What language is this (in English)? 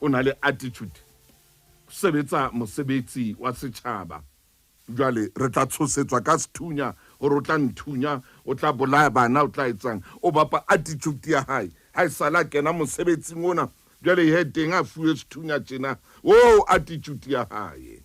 Southern Sotho